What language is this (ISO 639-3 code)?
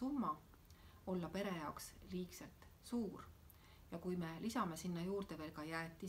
est